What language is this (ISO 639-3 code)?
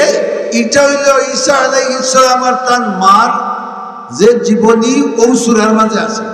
syl